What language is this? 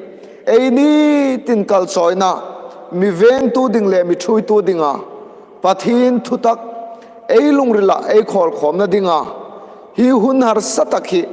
Hmar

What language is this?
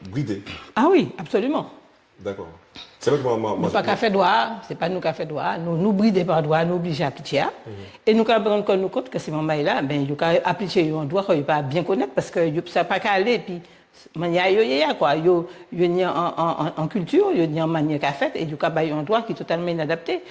Guadeloupean Creole French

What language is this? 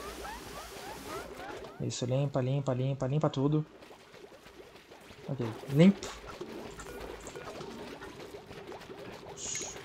Portuguese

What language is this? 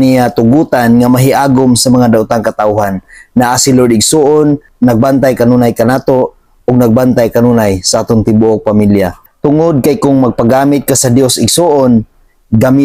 Cebuano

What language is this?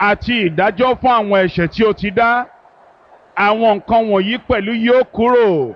Yoruba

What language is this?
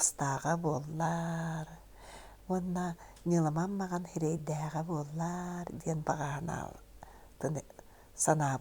Yakut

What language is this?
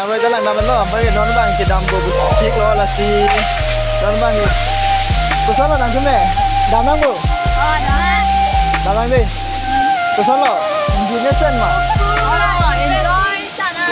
Karbi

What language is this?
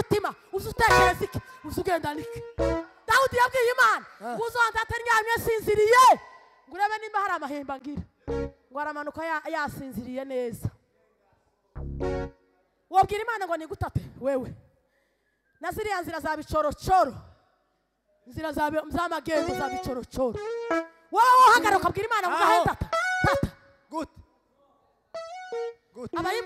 Kinyarwanda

